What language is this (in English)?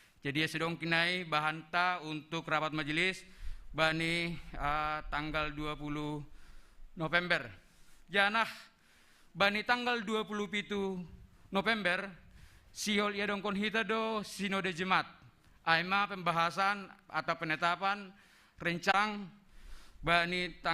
Batak Simalungun